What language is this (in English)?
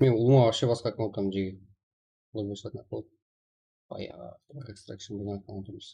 Kara-Kalpak